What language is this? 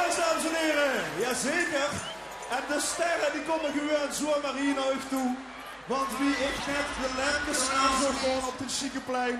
Limburgish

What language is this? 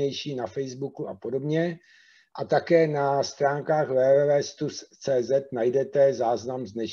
Czech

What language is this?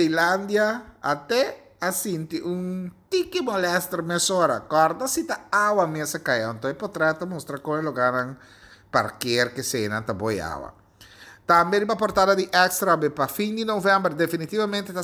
Papiamento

